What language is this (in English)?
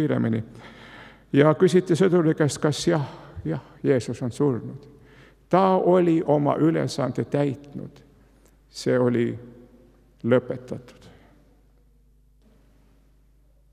Estonian